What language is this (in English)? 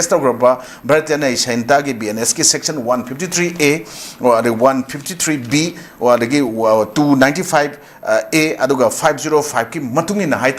Manipuri